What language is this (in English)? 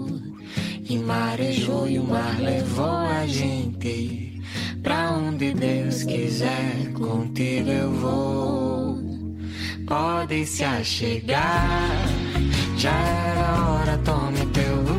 Portuguese